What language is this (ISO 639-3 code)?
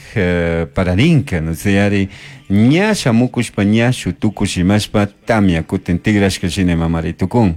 qug